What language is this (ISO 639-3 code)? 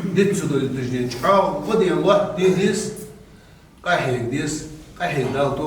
inh